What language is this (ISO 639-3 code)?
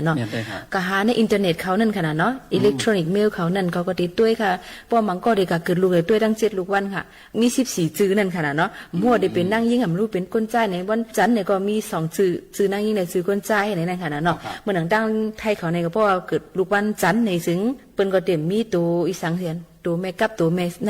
shn